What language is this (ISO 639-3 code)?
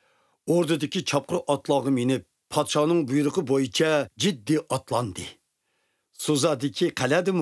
uig